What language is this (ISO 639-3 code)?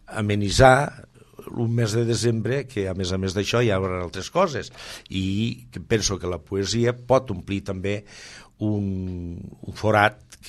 cat